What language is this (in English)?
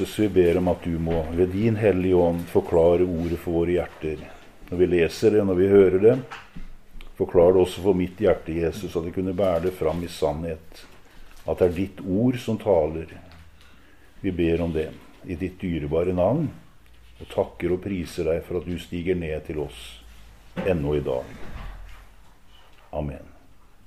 Norwegian